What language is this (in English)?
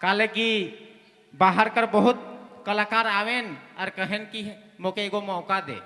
Sadri